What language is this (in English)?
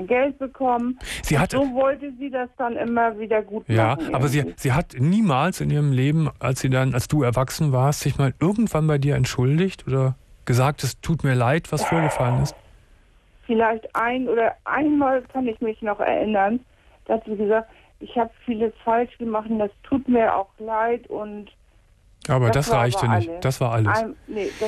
German